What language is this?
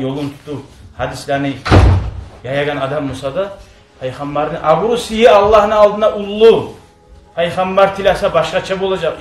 Kumyk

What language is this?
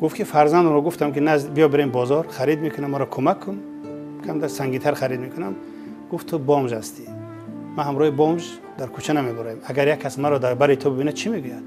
Tajik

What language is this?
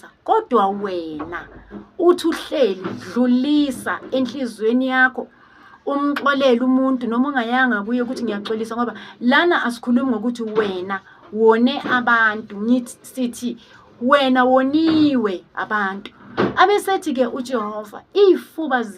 Zulu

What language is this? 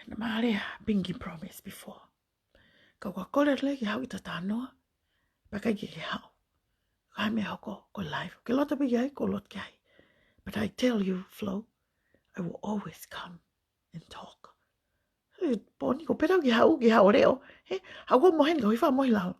Tongan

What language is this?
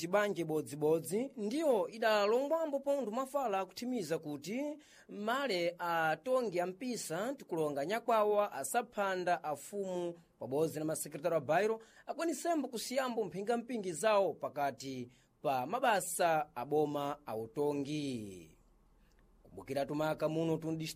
Sena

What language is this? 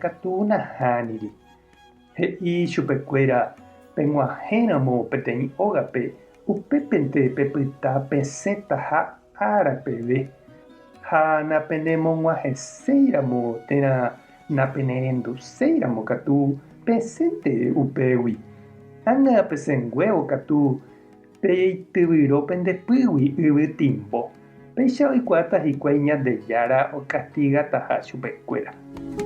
Guarani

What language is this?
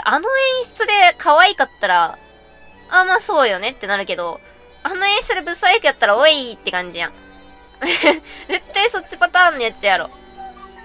Japanese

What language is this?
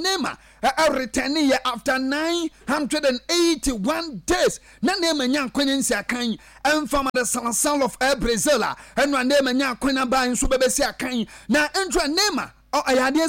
Akan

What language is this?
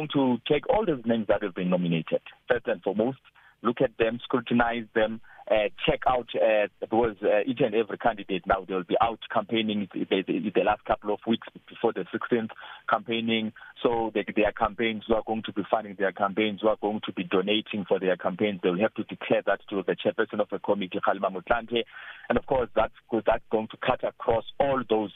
English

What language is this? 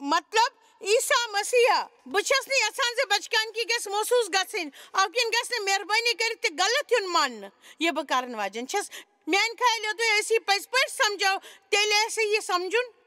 Kashmiri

